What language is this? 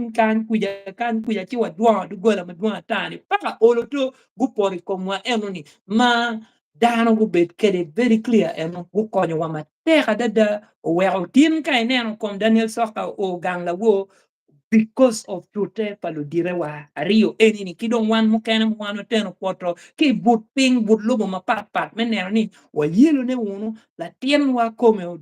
Acoli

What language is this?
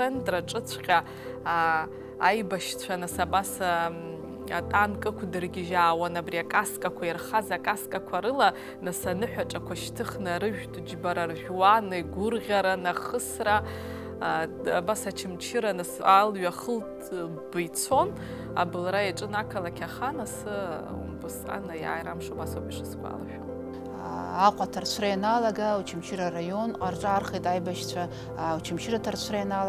Abkhazian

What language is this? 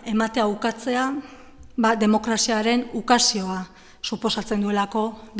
Basque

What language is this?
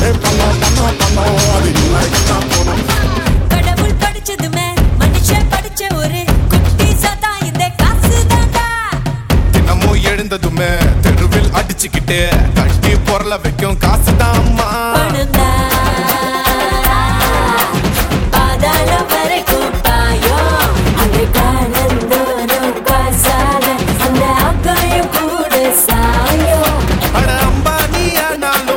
Tamil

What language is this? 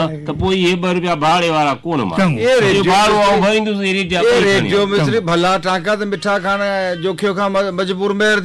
Sindhi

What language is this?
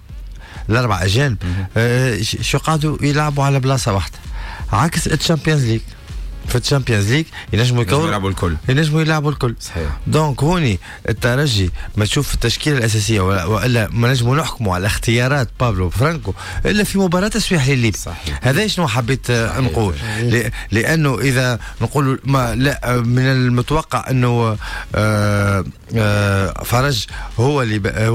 Tunisian Arabic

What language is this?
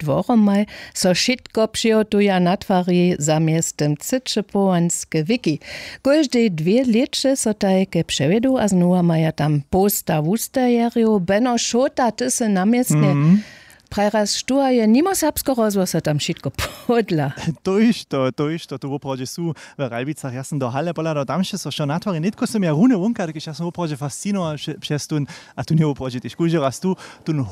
Upper Sorbian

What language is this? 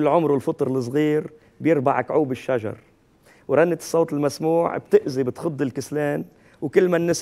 North Levantine Arabic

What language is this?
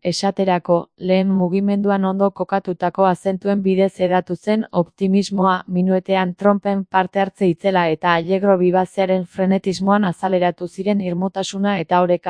Basque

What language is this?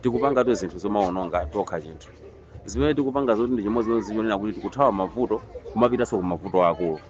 Nyanja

